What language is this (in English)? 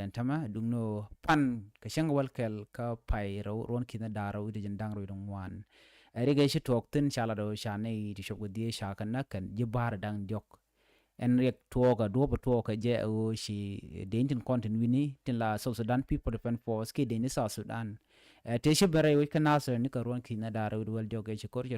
Nuer